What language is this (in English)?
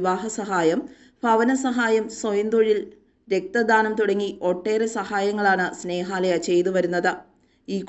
Malayalam